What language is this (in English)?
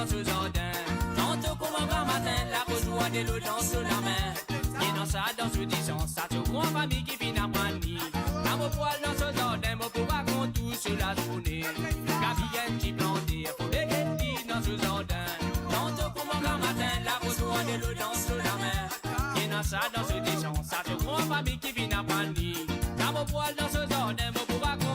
Morisyen